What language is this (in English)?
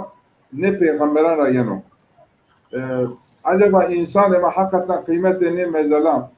Zaza